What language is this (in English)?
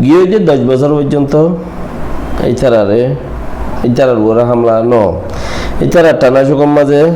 Rohingya